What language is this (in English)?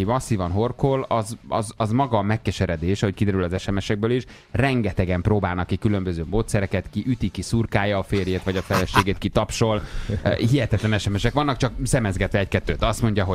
Hungarian